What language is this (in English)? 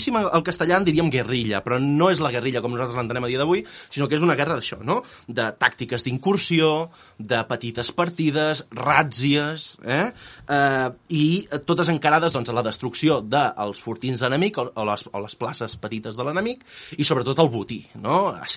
Catalan